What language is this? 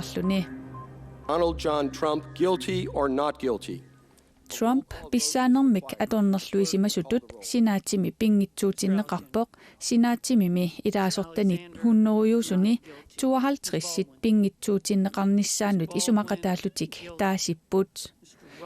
Kalaallisut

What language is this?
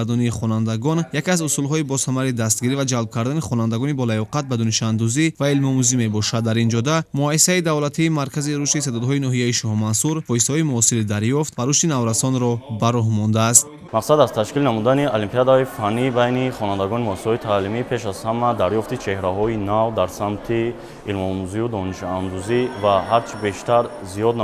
Tajik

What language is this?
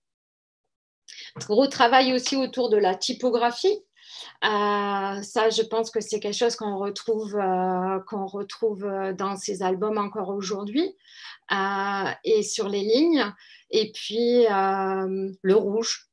French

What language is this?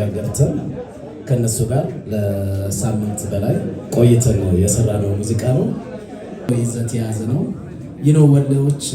Amharic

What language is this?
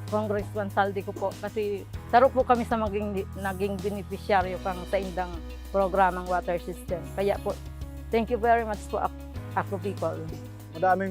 Bikol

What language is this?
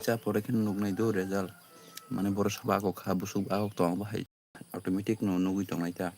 Kok Borok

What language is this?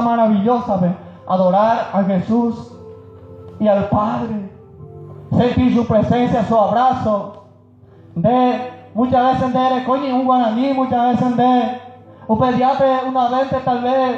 Guarani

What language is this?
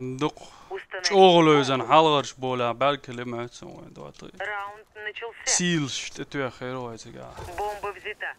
Chechen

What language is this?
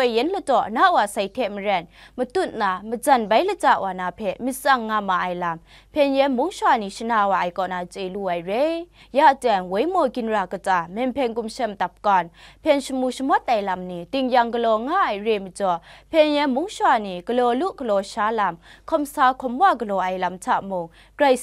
Kachin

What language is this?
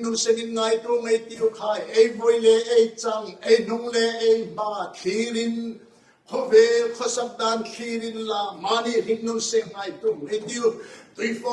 Hmar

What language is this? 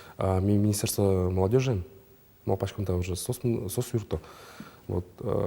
Udmurt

